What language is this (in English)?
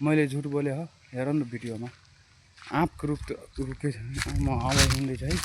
Nepali